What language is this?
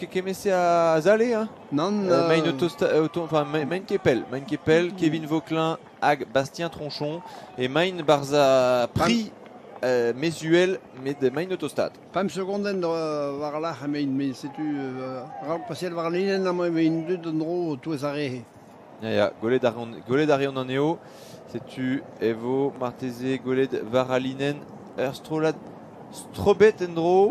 Breton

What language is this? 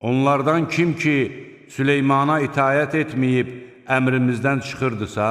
Azerbaijani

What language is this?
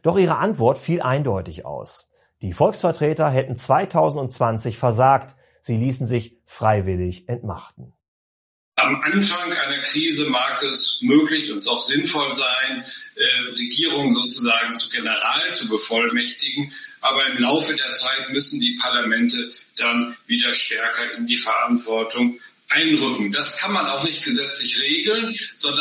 German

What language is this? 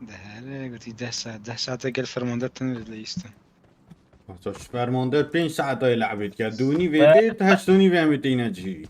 Kurdish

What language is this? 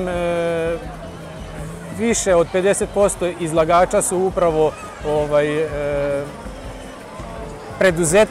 Serbian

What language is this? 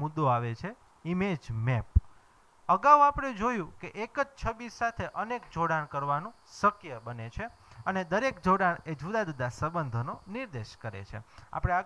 Gujarati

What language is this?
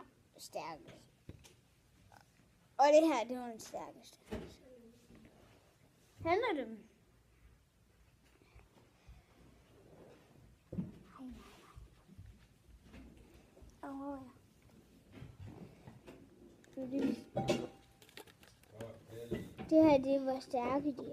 Danish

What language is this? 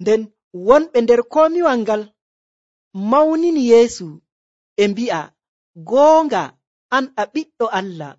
Nigerian Fulfulde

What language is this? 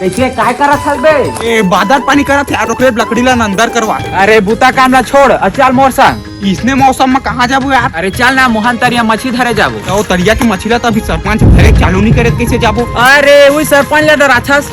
Chhattisgarhi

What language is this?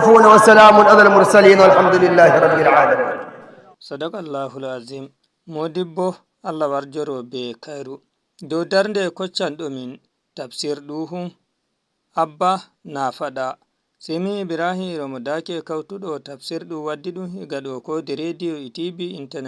Fula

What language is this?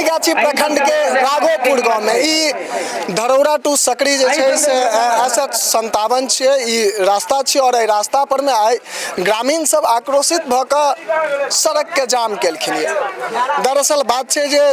Maithili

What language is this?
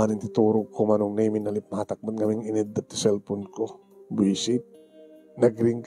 Iloko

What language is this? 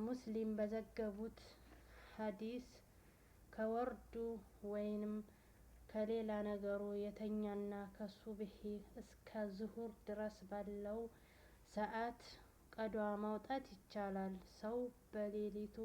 Amharic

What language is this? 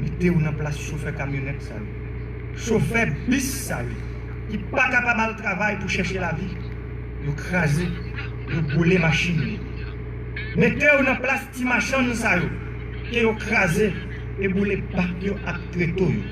Haitian Creole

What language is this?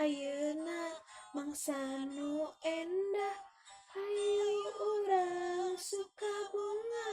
Sundanese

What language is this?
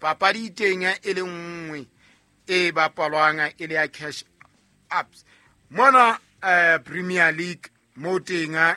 Southern Sotho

